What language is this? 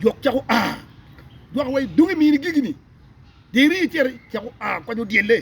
Acoli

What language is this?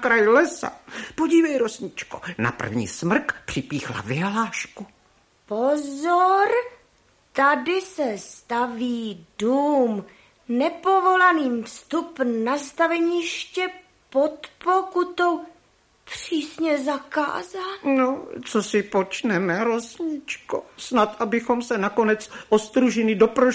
Czech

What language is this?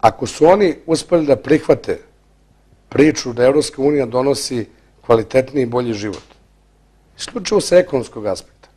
Bosnian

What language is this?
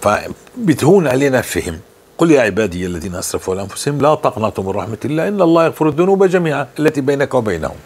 North Levantine Arabic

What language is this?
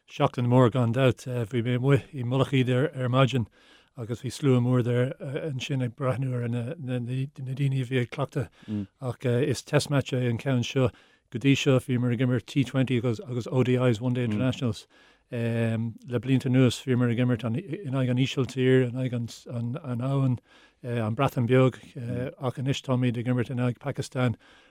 Irish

